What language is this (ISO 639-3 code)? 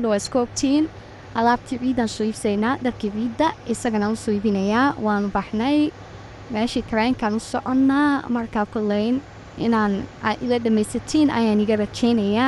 som